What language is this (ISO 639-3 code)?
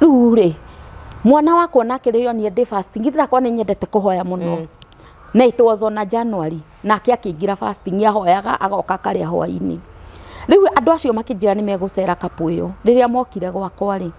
kik